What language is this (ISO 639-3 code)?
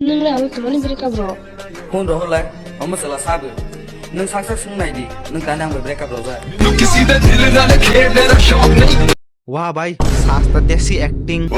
trp